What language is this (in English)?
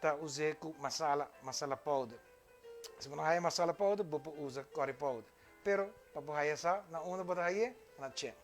Papiamento